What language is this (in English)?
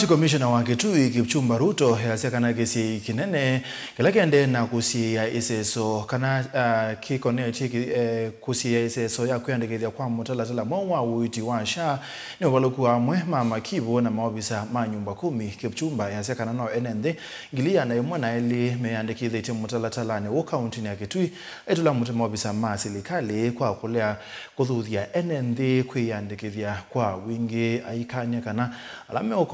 Kamba